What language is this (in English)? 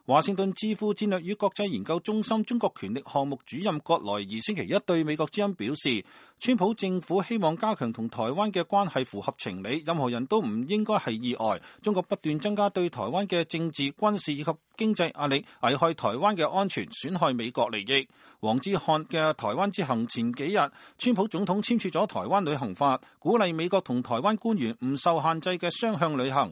Cantonese